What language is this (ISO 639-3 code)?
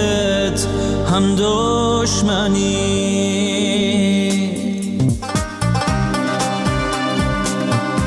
fas